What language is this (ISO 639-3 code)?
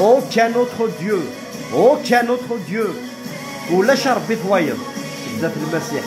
kab